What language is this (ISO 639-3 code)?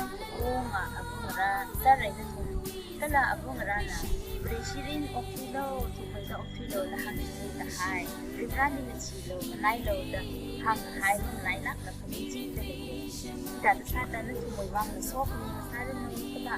nmf